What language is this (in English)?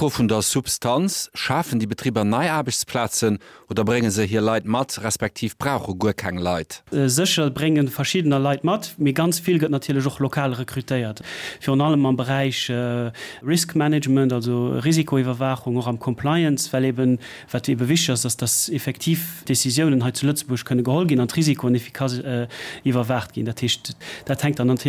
Luxembourgish